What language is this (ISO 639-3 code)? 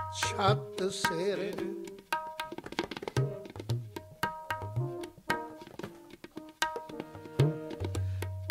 pan